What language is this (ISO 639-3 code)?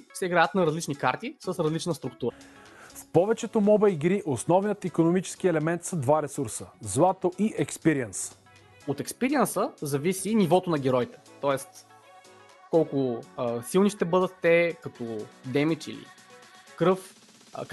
bul